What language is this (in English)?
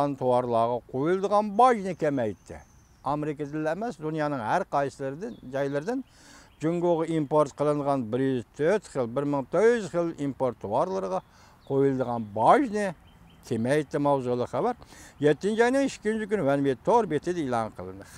Uyghur